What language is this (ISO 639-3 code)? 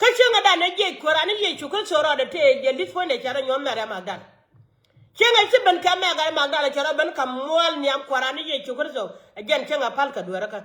nus